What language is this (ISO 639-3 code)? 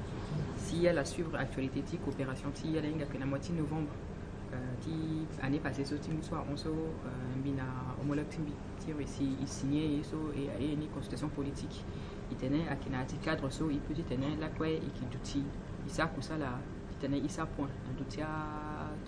sag